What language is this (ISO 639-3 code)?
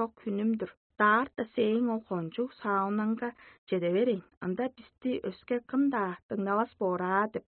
tyv